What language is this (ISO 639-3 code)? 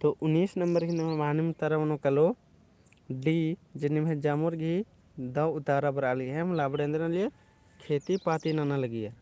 kru